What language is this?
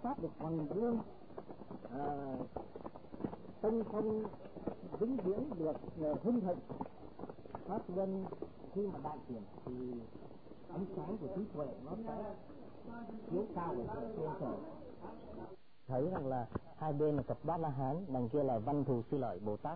Vietnamese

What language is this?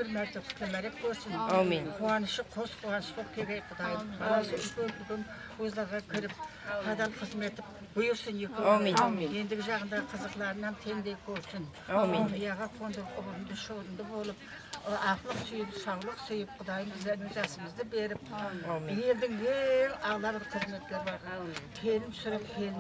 Kara-Kalpak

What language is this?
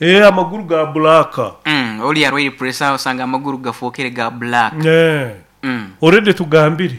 Nyoro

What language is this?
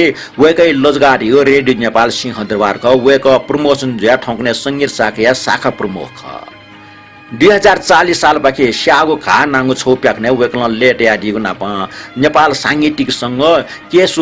Newari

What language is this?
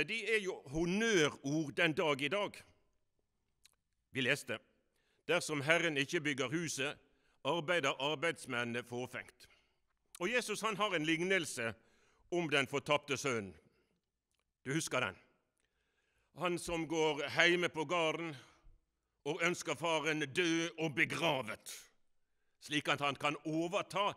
Norwegian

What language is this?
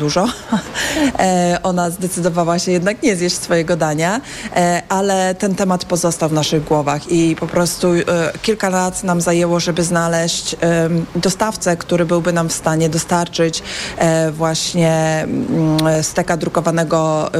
Polish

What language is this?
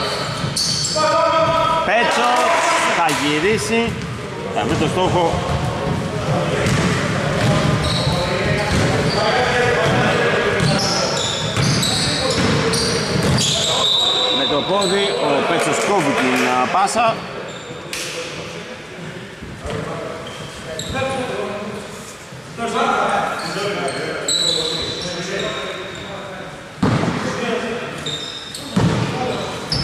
Greek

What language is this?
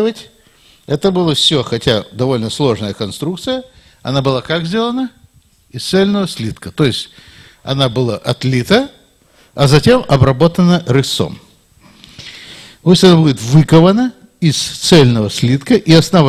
Russian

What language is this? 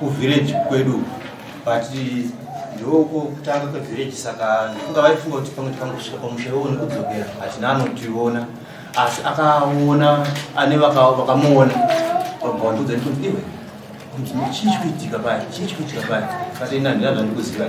Shona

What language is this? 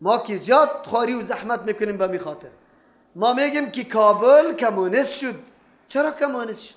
Persian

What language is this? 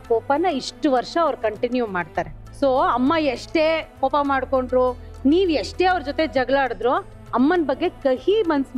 Kannada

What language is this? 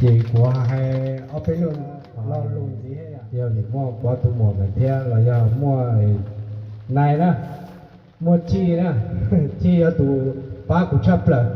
Hmong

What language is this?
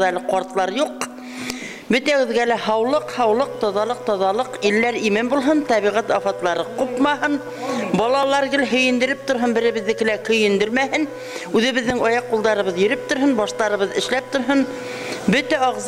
Bashkir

